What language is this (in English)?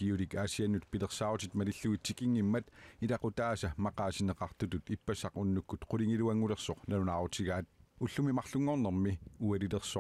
Kalaallisut